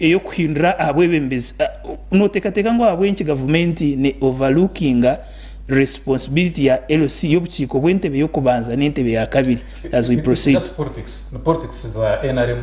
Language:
Nyankole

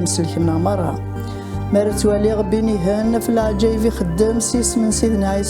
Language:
Kabyle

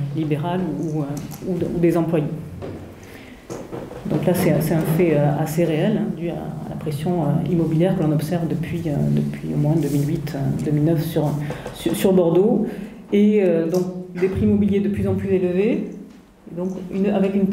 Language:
French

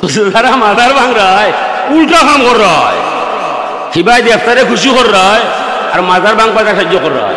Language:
Sylheti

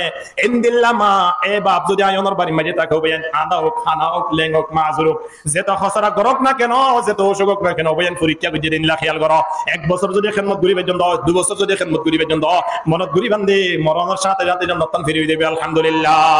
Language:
Rohingya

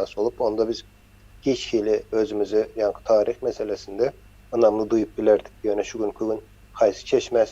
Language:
Turkmen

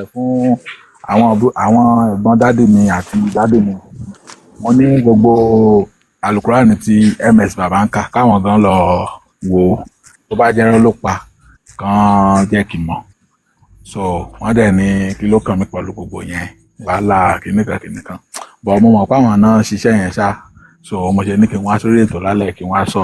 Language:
Yoruba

